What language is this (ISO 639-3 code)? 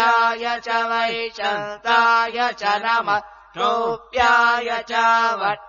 san